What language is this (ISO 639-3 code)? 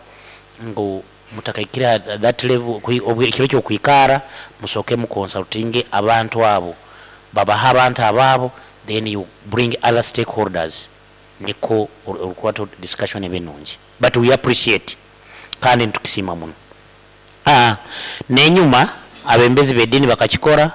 nyo